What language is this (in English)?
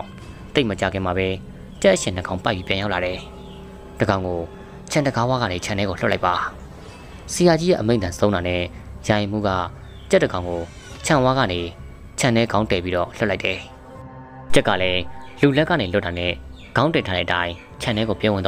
Burmese